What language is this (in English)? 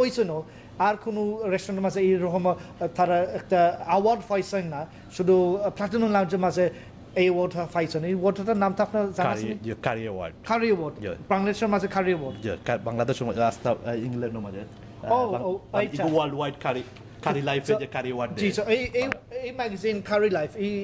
Sylheti